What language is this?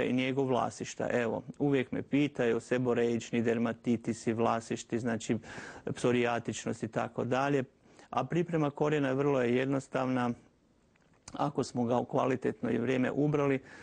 Croatian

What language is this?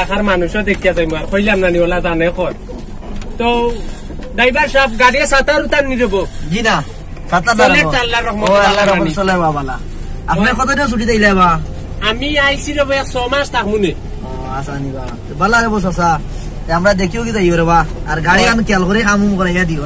Sylheti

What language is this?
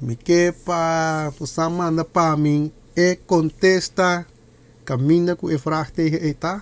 Papiamento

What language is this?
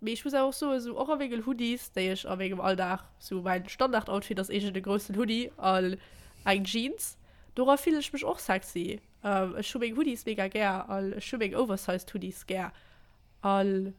Luxembourgish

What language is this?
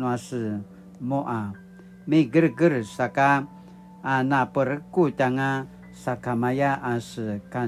Paiwan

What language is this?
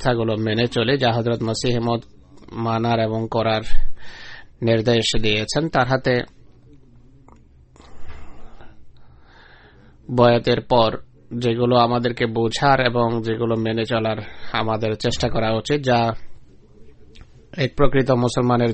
Bangla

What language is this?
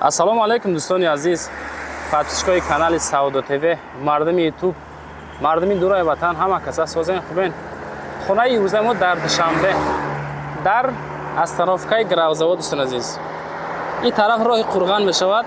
Tajik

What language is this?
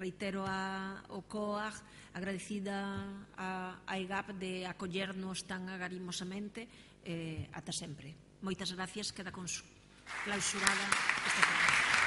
Galician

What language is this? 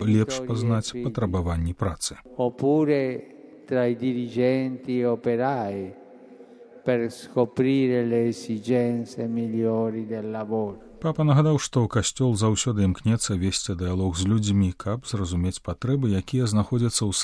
Belarusian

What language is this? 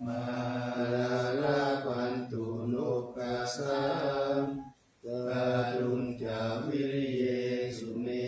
Pali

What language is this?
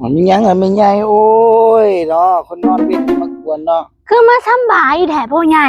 Northeastern Thai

